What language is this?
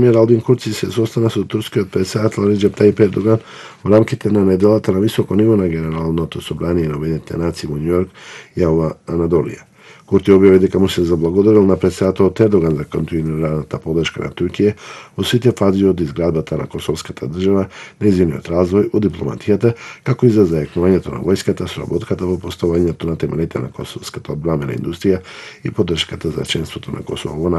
Macedonian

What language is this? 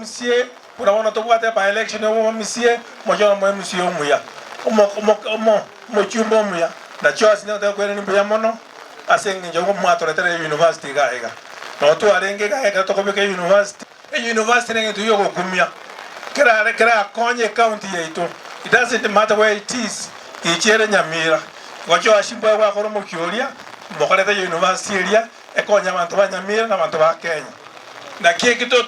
Gusii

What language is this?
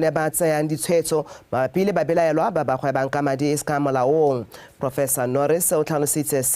Tswana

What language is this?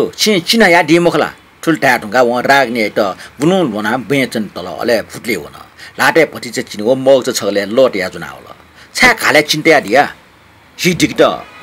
Newari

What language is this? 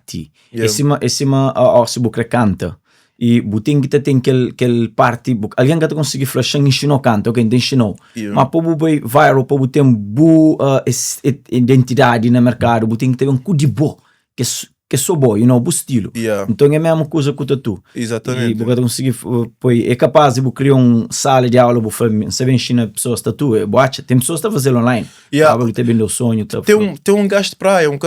Kabuverdianu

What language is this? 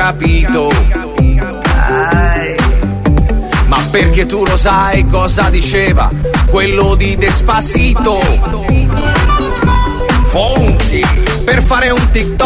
Italian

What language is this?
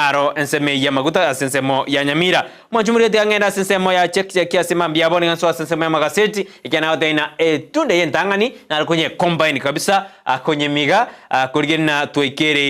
Gusii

